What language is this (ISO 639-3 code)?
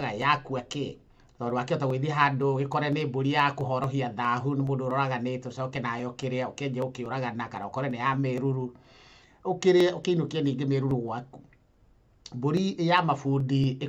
kik